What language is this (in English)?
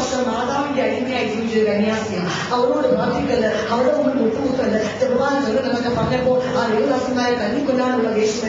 Malayalam